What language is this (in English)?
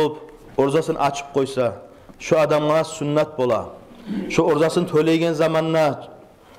Kumyk